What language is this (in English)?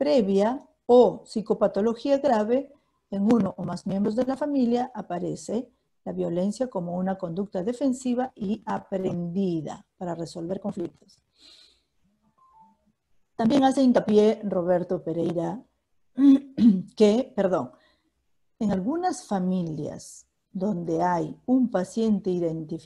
Spanish